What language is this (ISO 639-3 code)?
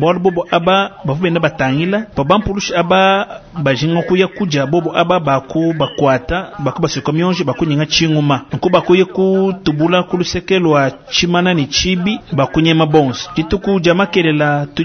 lua